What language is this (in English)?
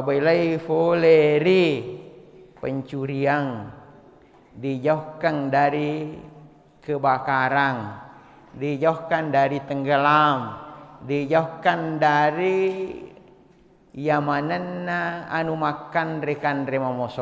Buginese